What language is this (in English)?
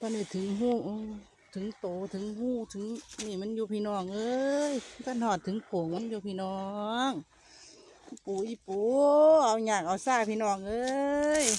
Lao